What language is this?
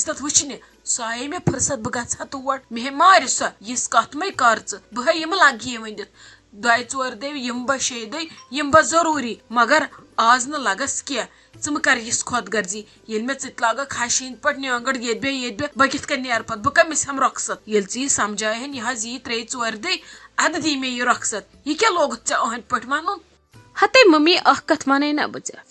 Kashmiri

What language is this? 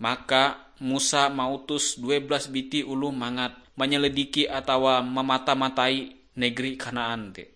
Ngaju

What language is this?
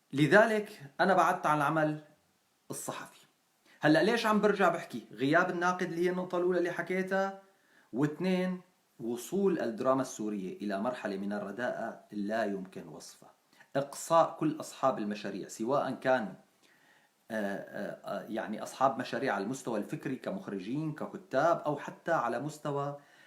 North Levantine Arabic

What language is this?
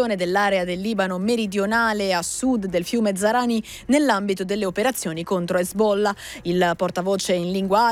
Italian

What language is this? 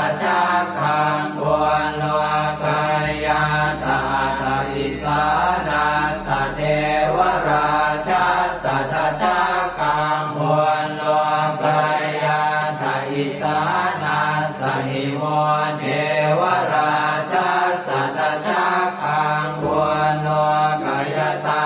Pali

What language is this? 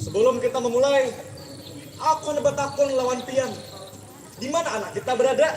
Banjar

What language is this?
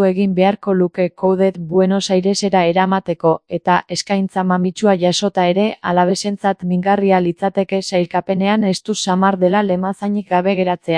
Basque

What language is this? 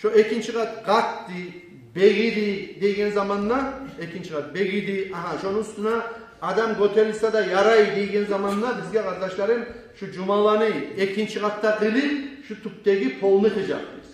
Kumyk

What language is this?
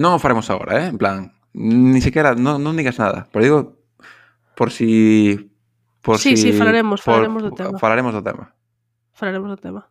Galician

